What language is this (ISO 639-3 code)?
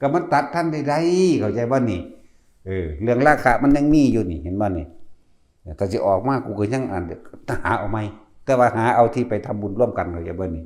tts